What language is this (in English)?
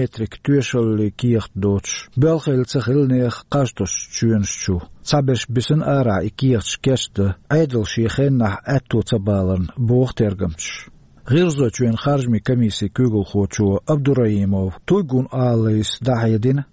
Chechen